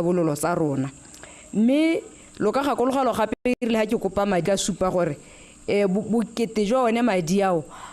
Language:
Tswana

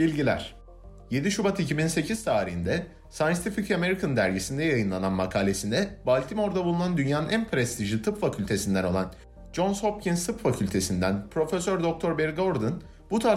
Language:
Turkish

